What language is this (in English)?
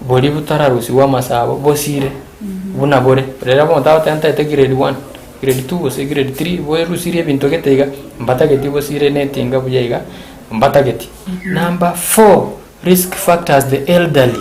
Gusii